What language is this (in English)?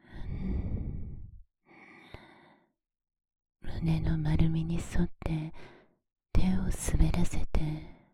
Japanese